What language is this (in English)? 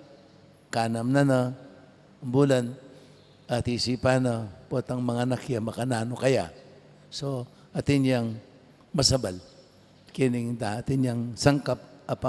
Pampanga